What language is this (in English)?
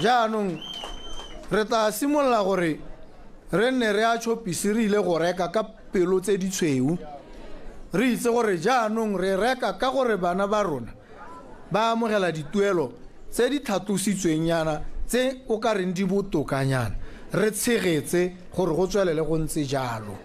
Tswana